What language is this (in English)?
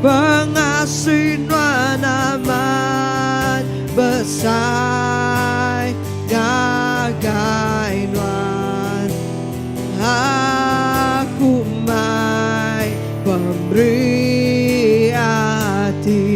Iban